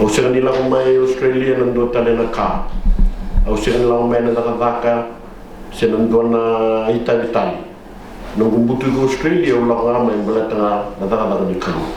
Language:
Fijian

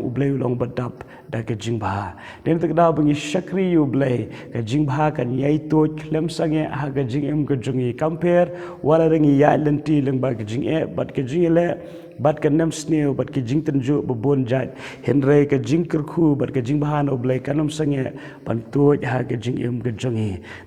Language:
Khasi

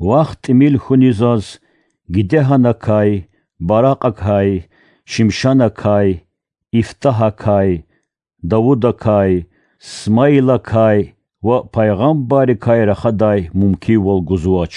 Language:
Lezghian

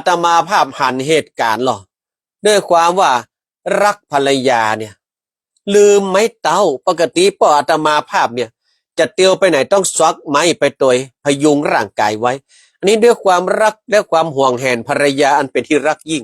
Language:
Northern Thai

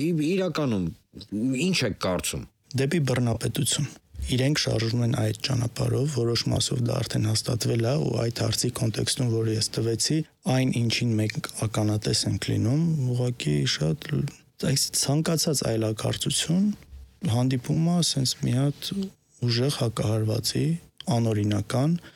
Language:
Armenian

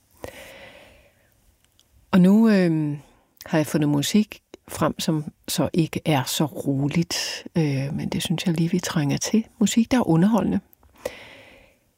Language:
Danish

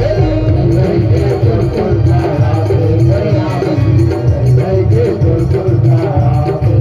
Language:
Chhattisgarhi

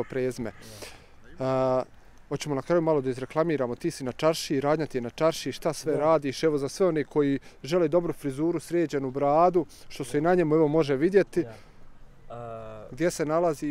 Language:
Bosnian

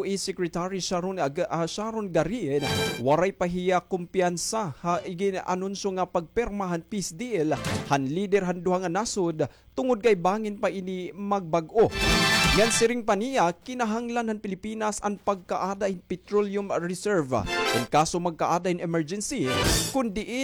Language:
Waray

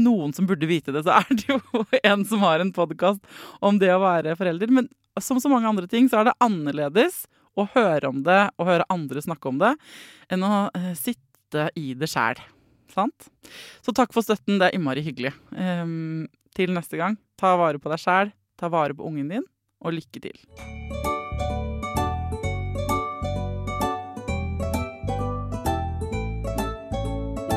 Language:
Norwegian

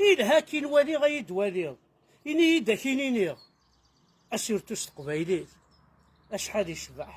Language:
Kabyle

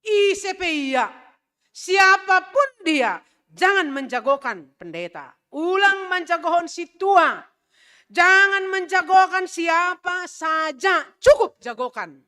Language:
Batak Simalungun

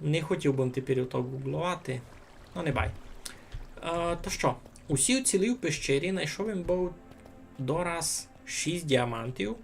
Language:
Rusyn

